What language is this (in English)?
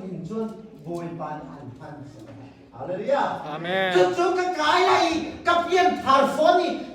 Hakha Chin